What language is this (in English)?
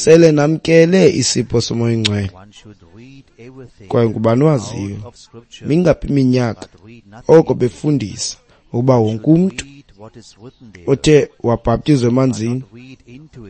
Xhosa